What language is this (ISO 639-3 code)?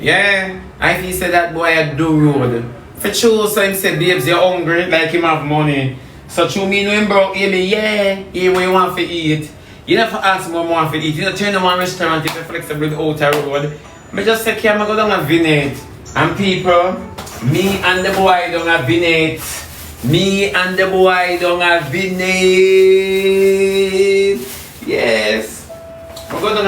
jam